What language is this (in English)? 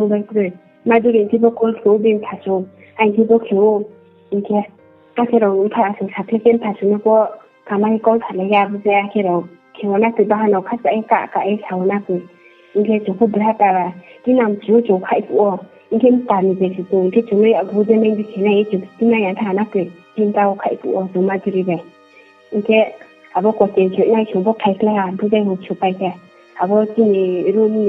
Riang (India)